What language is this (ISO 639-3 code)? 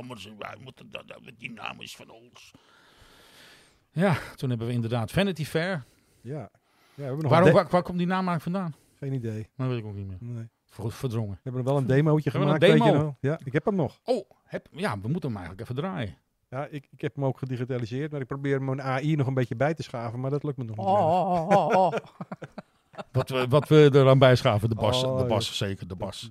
nld